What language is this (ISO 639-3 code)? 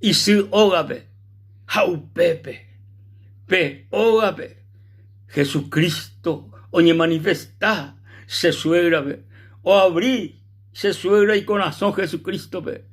grn